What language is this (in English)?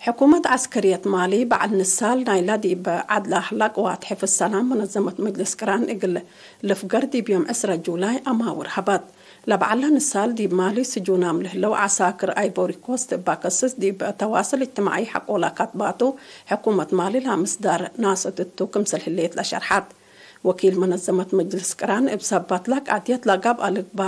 Tigre